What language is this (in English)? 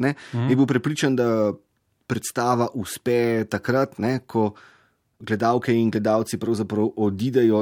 Slovenian